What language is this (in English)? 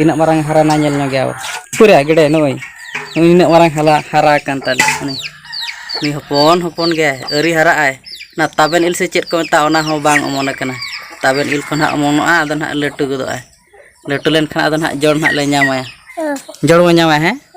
Santali